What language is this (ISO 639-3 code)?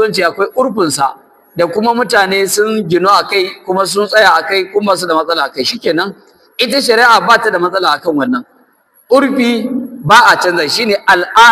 hau